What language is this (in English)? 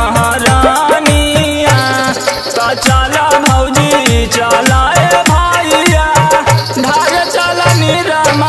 Bhojpuri